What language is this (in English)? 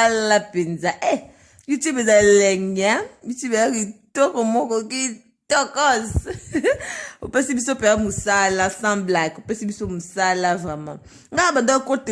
Lingala